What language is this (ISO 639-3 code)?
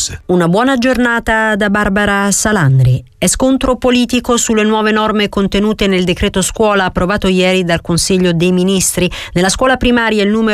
ita